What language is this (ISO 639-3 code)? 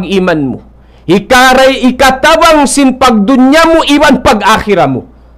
tsg